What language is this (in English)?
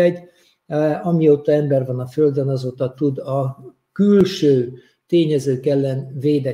Hungarian